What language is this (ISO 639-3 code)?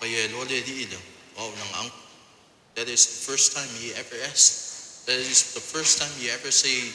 smo